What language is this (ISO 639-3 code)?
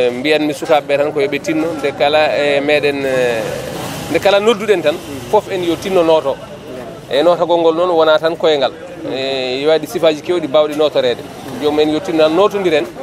ful